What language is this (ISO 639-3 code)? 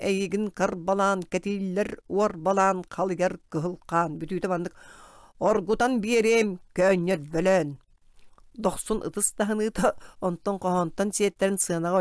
sah